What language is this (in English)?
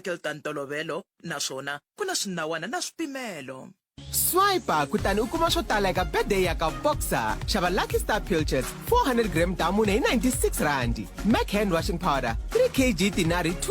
Tsonga